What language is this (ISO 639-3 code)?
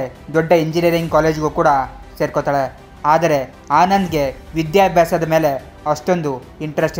kan